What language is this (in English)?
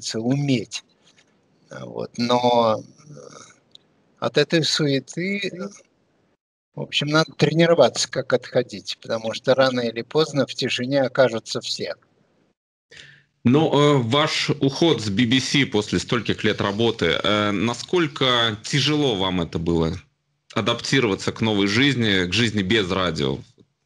Russian